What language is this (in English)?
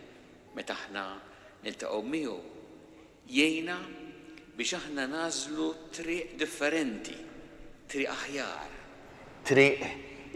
Maltese